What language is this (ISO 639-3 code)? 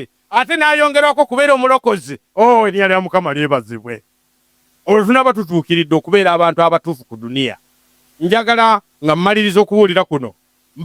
lug